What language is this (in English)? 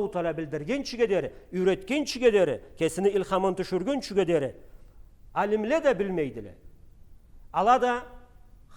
Karachay-Balkar